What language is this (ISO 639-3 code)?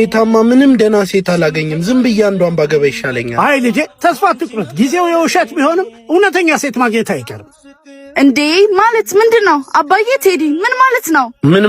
amh